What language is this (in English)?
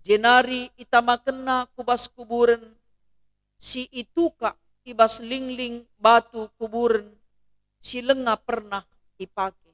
Batak Karo